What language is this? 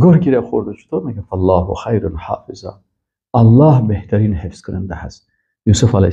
Persian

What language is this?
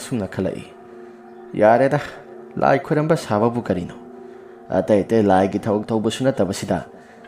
Manipuri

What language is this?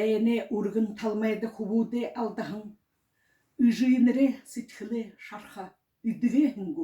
Buriat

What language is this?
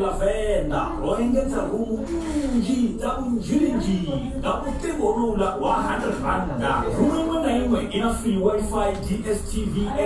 Venda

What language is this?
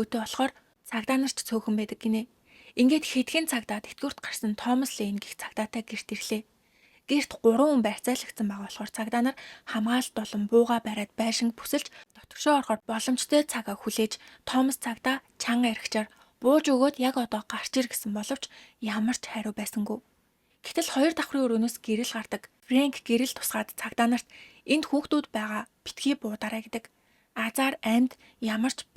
Mongolian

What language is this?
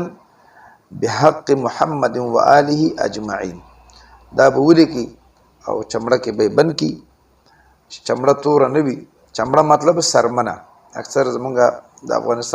Pashto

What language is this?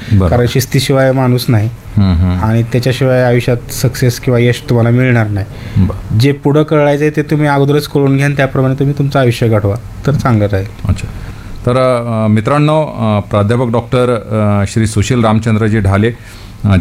Marathi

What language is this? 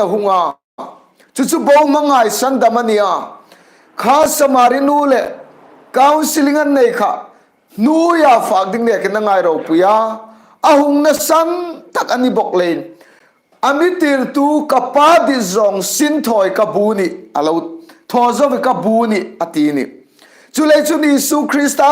Hmar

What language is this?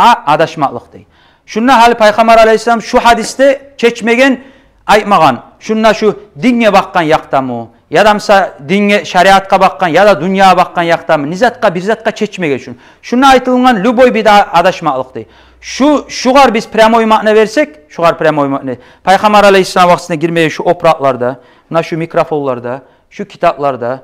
Kumyk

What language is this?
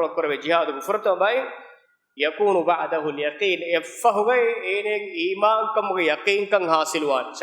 Divehi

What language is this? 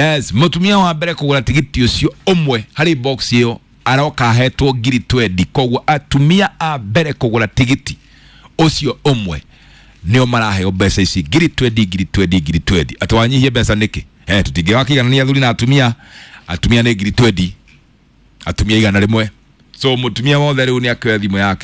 Kikuyu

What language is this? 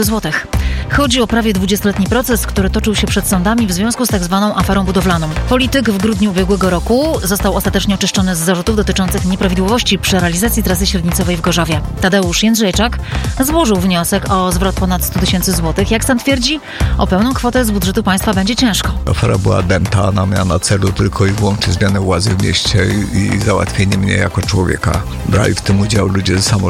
Polish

